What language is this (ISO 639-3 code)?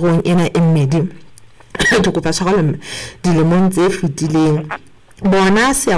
sot